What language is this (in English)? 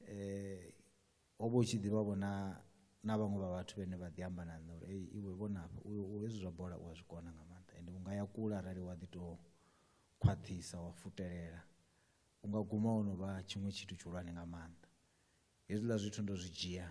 Venda